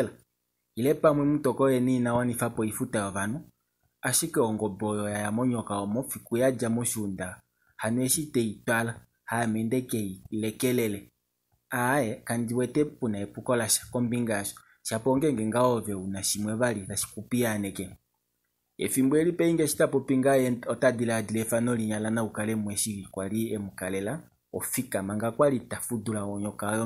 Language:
Kuanyama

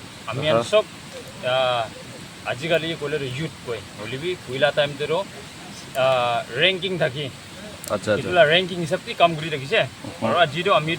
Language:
Naga Pidgin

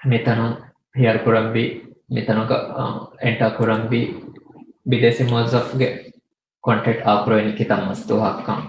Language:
Divehi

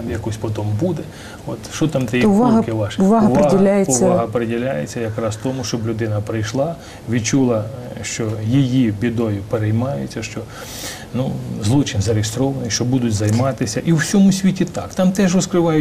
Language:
Ukrainian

